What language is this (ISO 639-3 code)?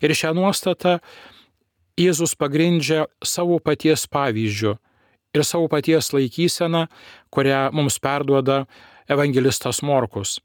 lit